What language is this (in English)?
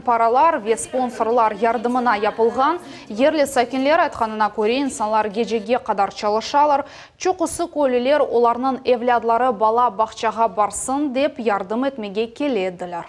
Crimean Tatar